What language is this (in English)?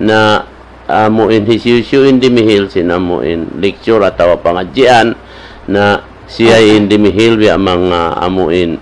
Tausug